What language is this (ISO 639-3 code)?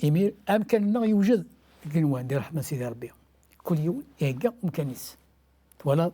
kab